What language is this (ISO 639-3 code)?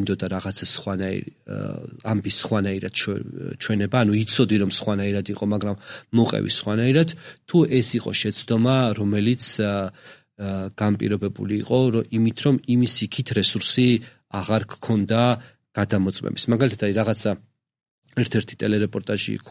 kat